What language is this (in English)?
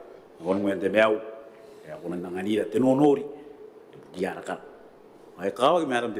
Gilbertese